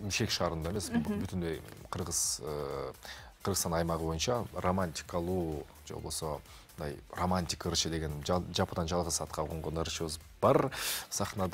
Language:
Kyrgyz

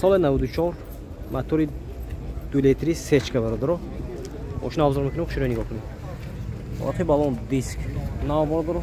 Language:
Tajik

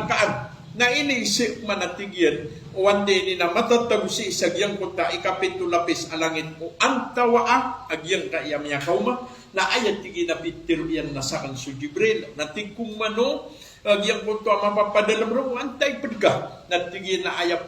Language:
Maranao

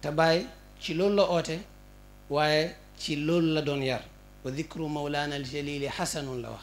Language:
Wolof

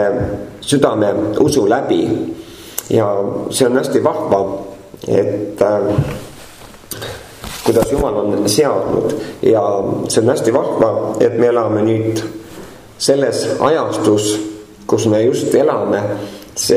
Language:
Estonian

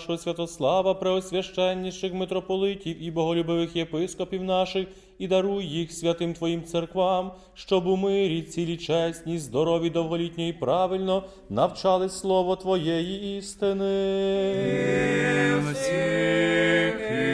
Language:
Ukrainian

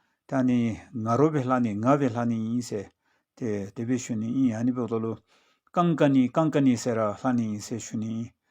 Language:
Dzongkha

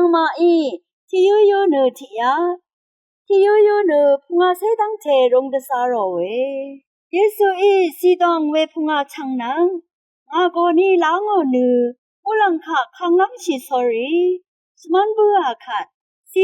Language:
Rawang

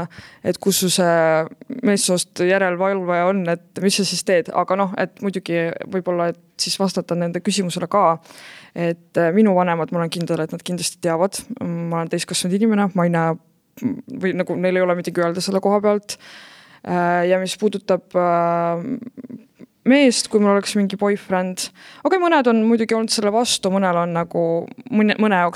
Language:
Estonian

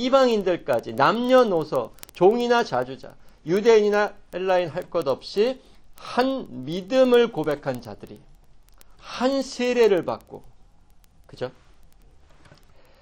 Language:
Korean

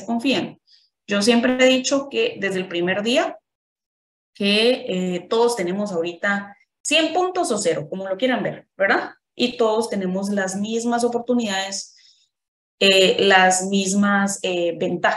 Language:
Spanish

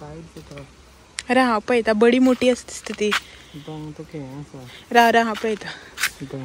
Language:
Konkani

